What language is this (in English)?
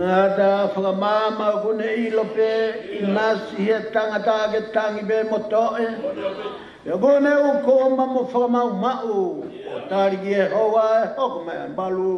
Tongan